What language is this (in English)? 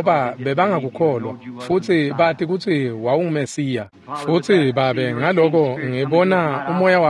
Swati